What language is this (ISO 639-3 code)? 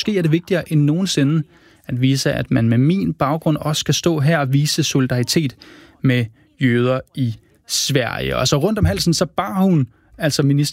dan